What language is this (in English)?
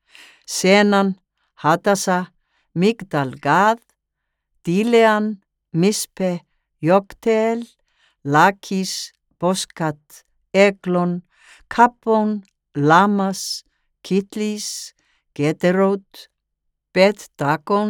Icelandic